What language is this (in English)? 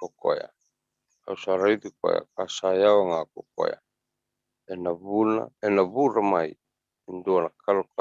Fijian